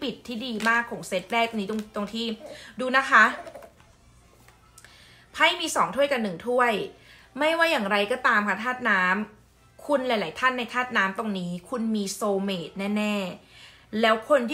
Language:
Thai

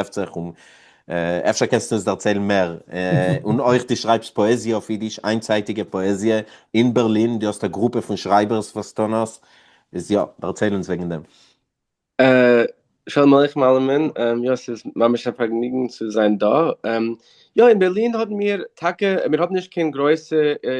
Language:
Yiddish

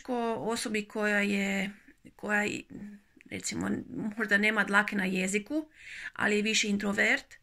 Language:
Croatian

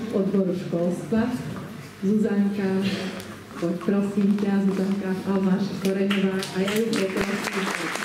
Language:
Slovak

